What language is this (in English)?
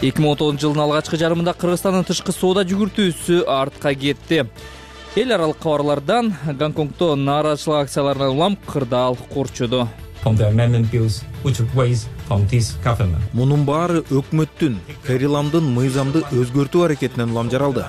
Kyrgyz